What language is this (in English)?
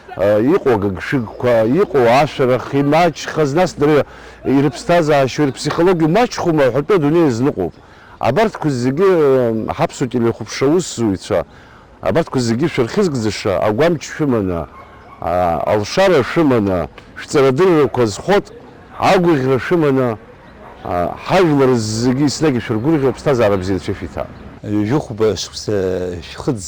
Abkhazian